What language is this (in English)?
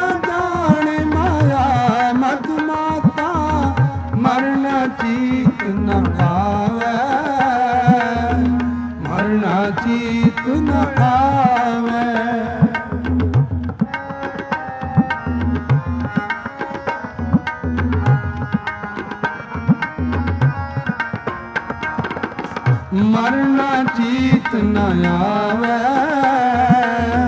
Hindi